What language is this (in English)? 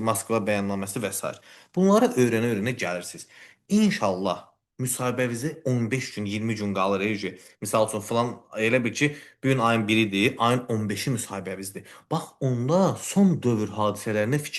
Azerbaijani